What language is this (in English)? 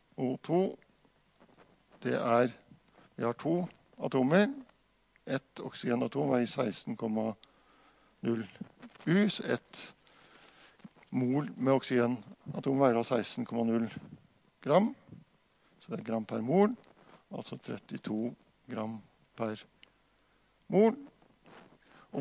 Norwegian